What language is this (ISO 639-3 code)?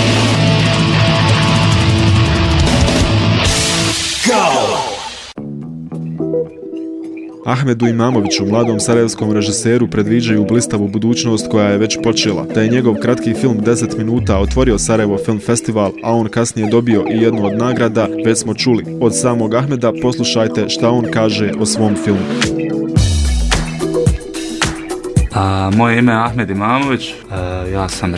bos